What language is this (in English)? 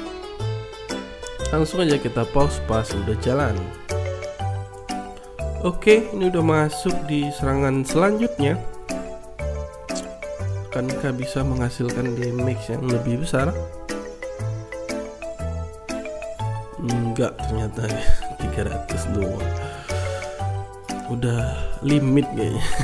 Indonesian